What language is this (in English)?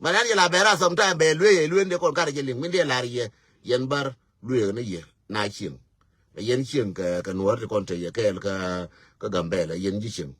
Nuer